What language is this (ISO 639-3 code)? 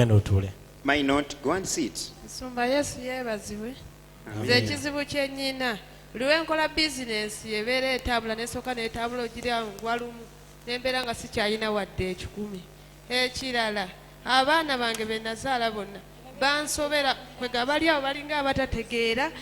lug